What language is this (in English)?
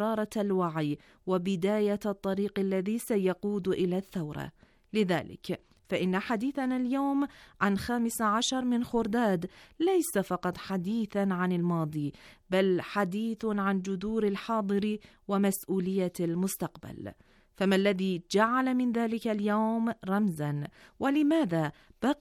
Arabic